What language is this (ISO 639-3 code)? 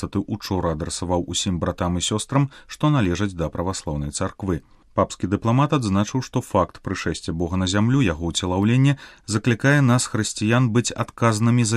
bel